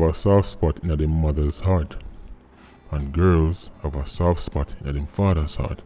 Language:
Jamaican Creole English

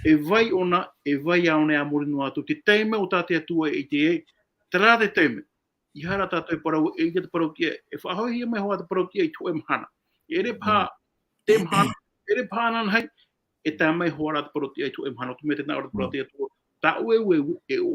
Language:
Tahitian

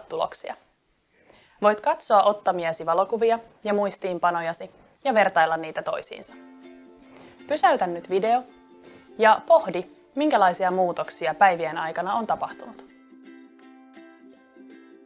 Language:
Finnish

